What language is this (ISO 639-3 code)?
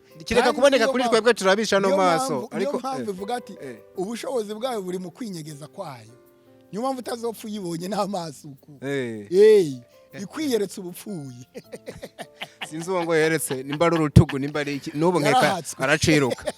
run